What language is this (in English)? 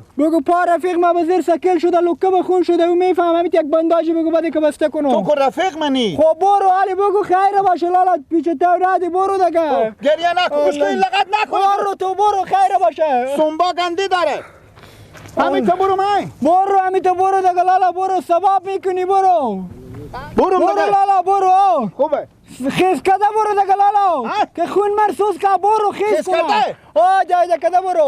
Persian